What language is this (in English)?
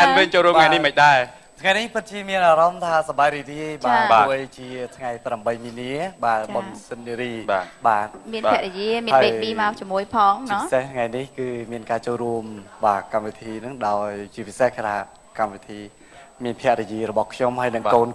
Khmer